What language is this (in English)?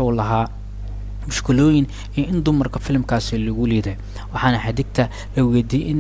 Somali